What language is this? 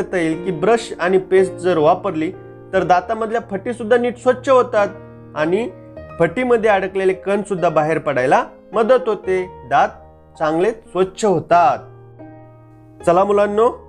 Marathi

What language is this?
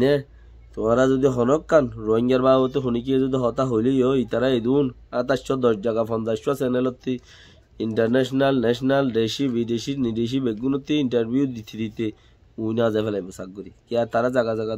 Rohingya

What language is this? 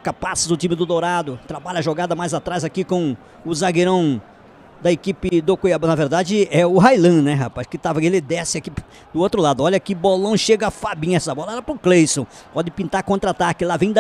Portuguese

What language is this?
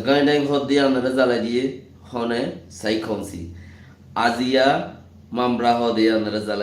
Rohingya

